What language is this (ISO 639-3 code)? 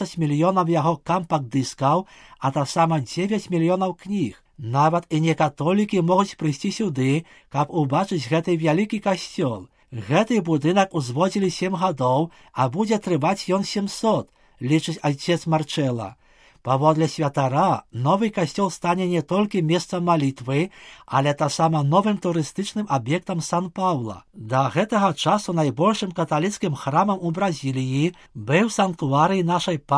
bel